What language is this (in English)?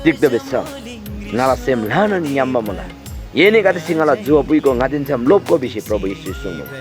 Eastern Tamang